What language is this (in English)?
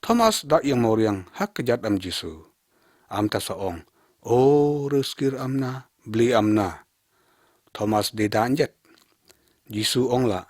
Lyngngam